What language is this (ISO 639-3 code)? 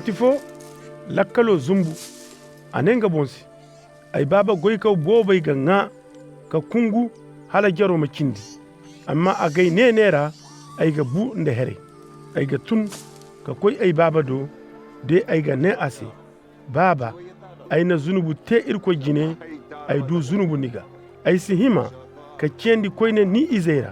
ses